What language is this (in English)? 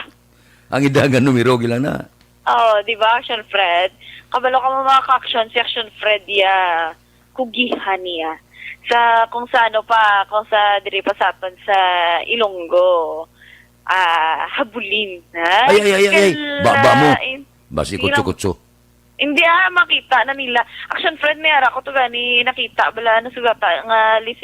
Hiligaynon